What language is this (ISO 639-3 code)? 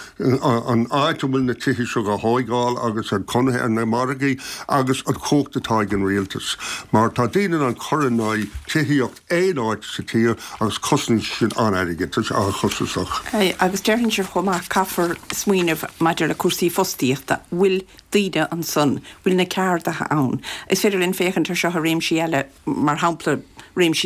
gle